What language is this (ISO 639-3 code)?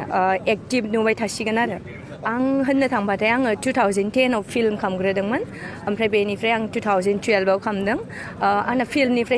brx